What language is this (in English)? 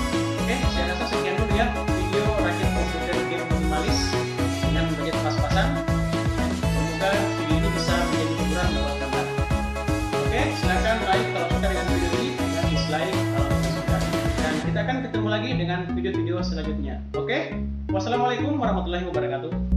Indonesian